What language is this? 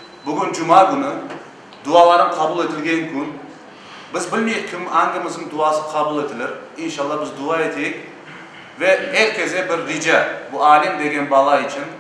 Crimean Tatar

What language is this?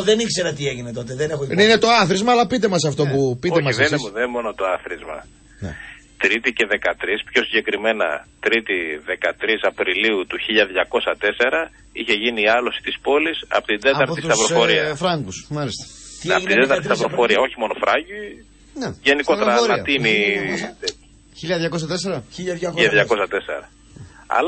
Greek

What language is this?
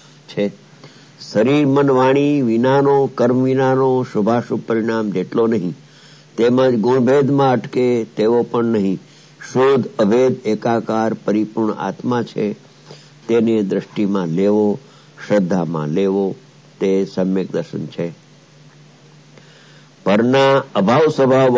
Gujarati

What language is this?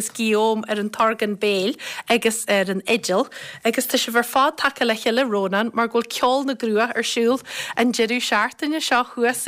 Irish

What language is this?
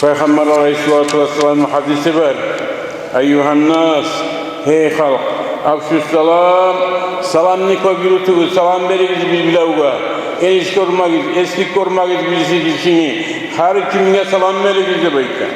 Kumyk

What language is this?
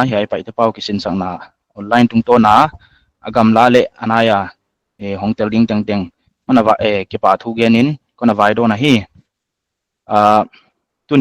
Paite Chin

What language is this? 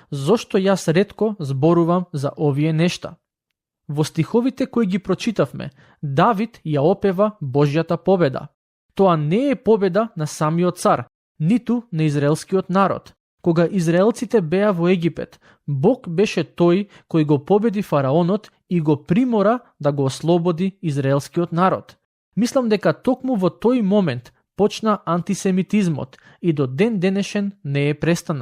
Macedonian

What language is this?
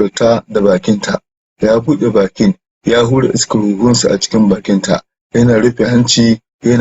Hausa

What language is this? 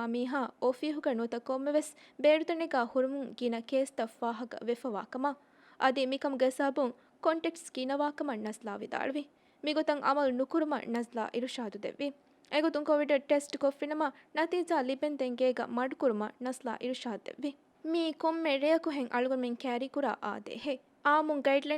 Divehi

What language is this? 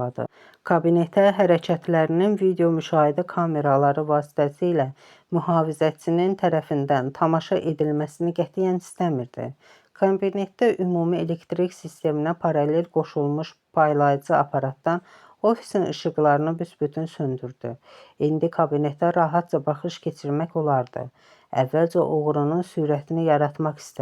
Azerbaijani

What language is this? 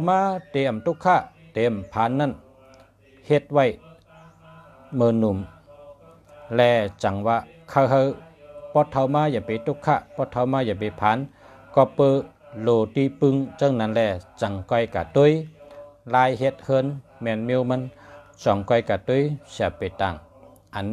Shan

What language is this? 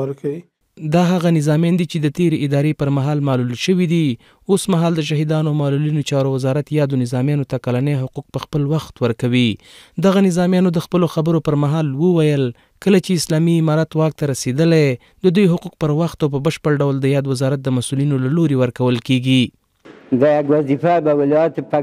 Pashto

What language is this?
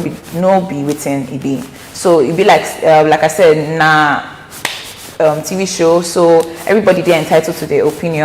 Nigerian Pidgin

